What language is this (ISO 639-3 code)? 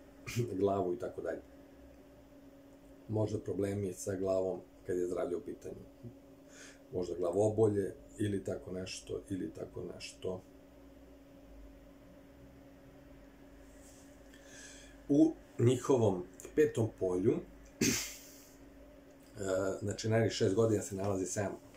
srp